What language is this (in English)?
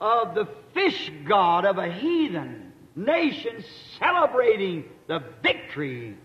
Swati